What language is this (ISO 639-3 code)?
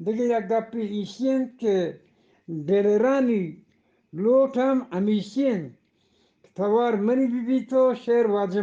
bgp